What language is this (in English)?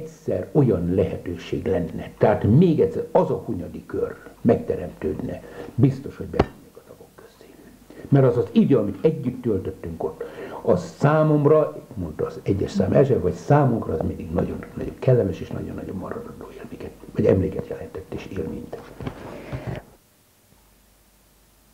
Hungarian